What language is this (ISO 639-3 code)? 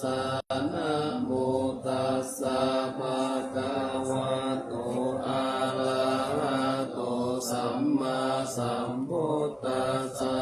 pli